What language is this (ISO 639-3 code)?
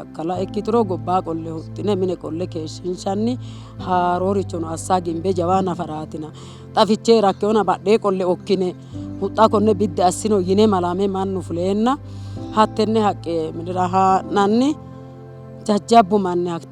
sid